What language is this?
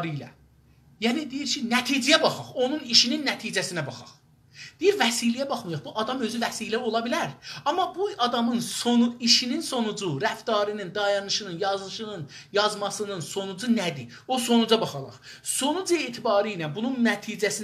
South Azerbaijani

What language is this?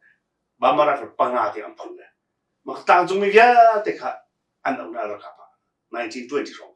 Hakha Chin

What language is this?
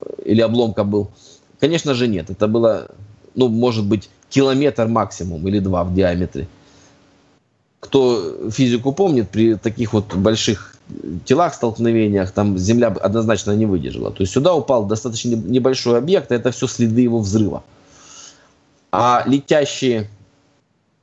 Russian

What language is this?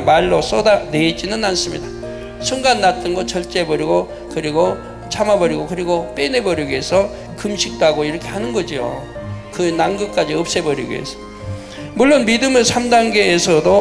Korean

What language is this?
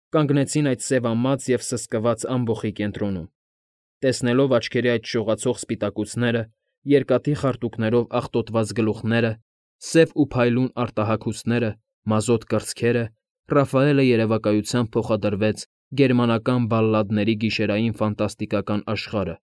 Armenian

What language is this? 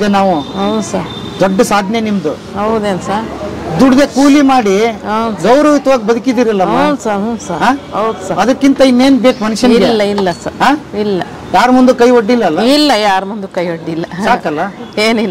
Kannada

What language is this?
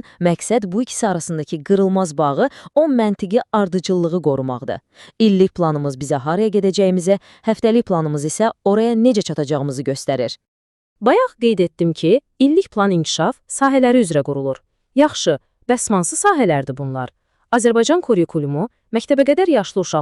Azerbaijani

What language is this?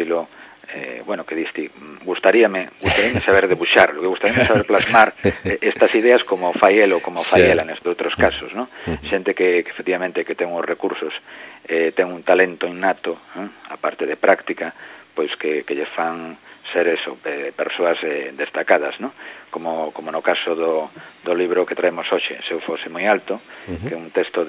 Galician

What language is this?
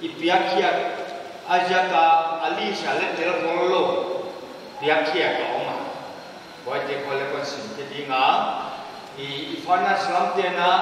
Paite Chin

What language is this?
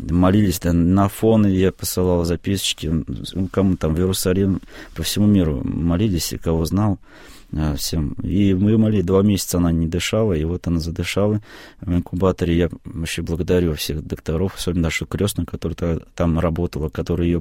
Russian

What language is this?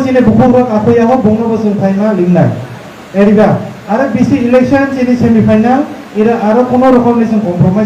Kok Borok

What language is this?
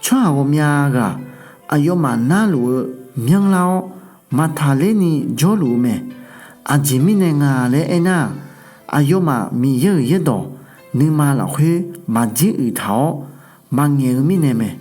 Akha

